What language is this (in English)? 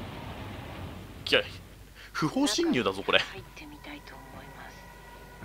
Japanese